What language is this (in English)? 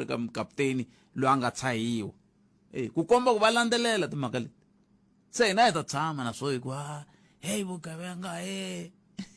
Tsonga